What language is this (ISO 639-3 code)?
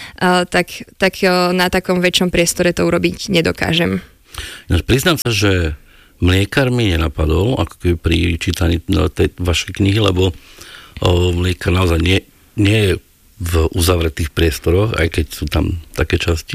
slk